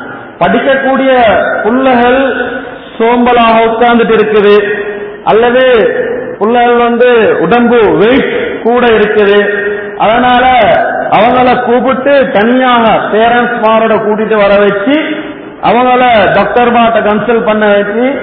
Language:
Tamil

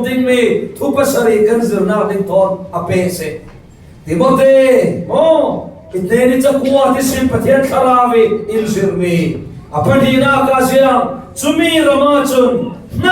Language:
Falam Chin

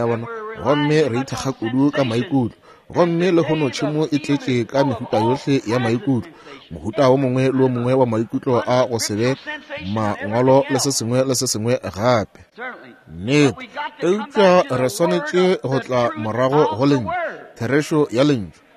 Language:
Northern Sotho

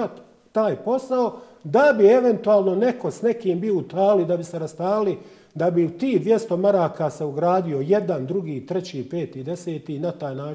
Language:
Bosnian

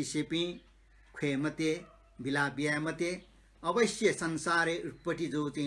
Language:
Newari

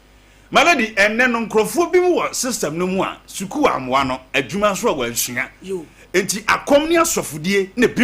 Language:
Akan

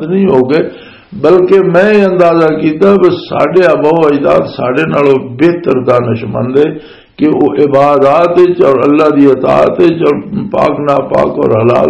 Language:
Western Panjabi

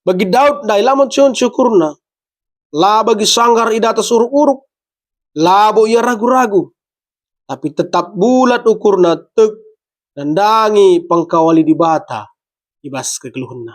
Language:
Batak Karo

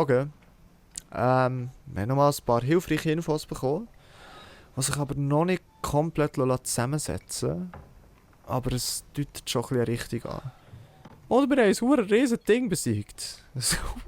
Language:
Swiss German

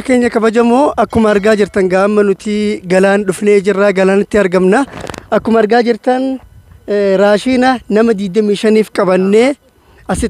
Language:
Oromo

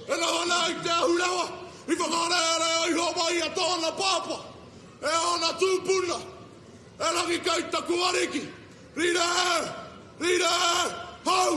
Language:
Māori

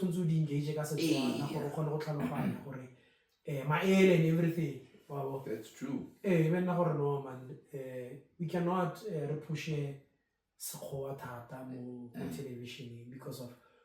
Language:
Tswana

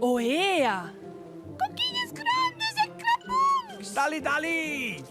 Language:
Romansh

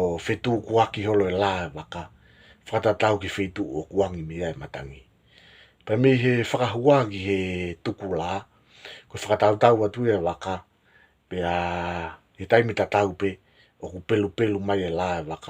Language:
Tongan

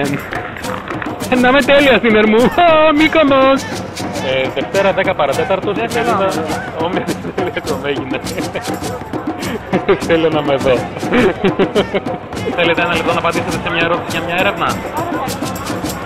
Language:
Greek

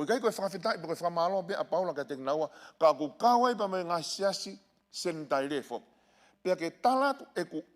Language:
Tongan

